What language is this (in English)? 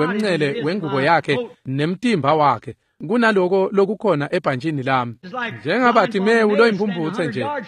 Swati